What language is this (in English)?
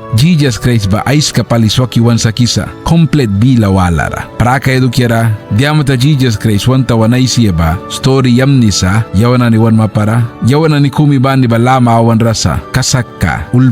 Mískito